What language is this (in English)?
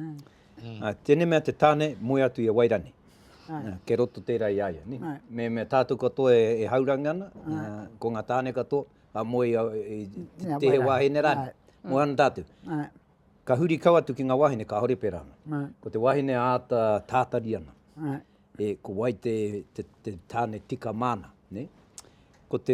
Māori